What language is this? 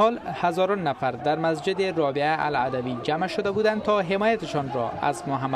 Persian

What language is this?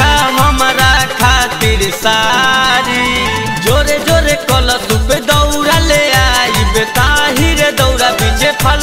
Bhojpuri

